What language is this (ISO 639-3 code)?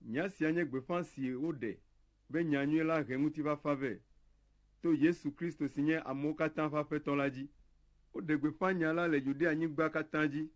ewe